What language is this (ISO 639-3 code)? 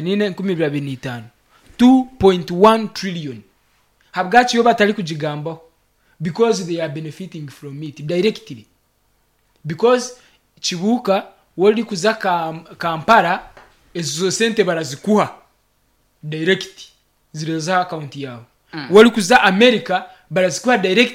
nyn